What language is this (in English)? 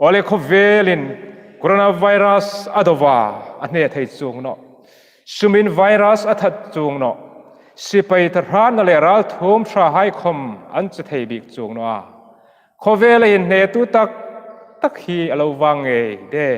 Hmar